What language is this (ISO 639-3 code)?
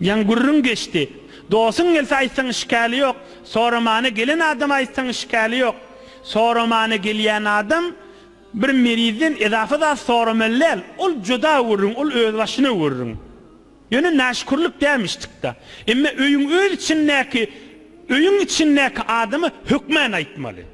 tuk